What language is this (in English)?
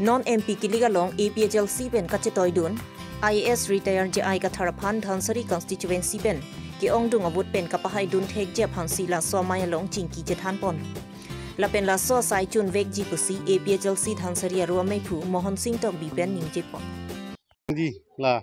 Karbi